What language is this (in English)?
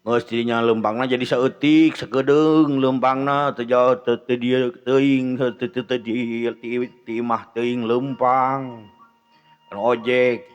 Sundanese